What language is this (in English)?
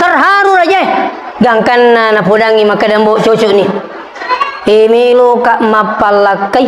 Buginese